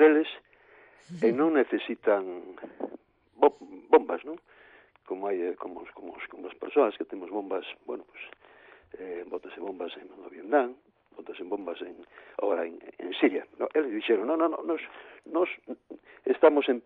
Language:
Galician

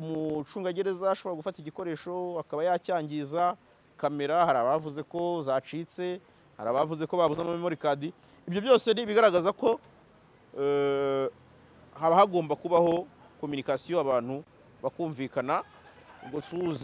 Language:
Kinyarwanda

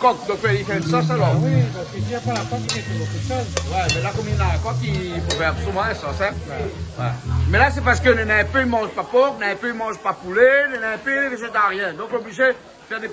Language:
Réunion Creole French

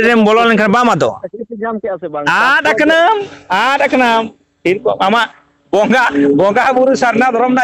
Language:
Santali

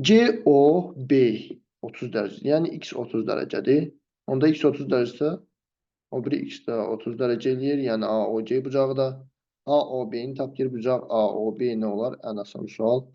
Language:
Azerbaijani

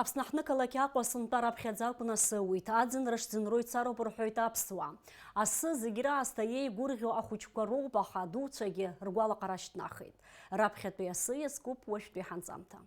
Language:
Abkhazian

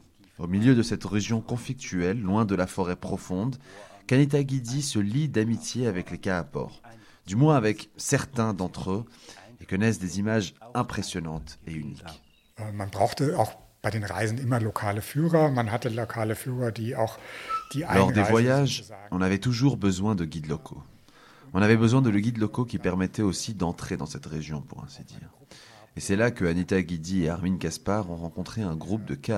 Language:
French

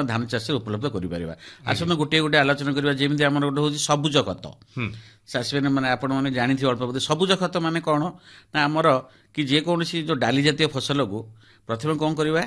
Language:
Odia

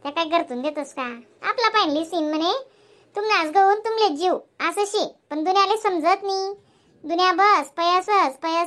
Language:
Khandesi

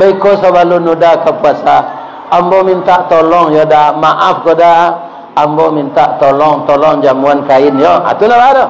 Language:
Minangkabau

